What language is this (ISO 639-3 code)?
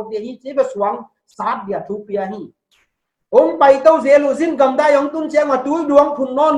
pck